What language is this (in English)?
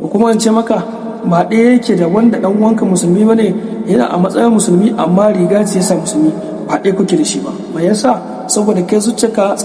Hausa